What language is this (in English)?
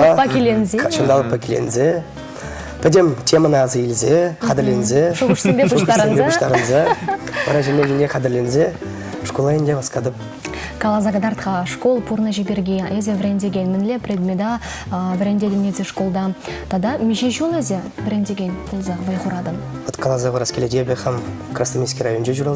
Chuvash